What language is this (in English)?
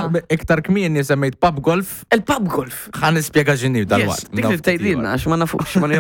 Maltese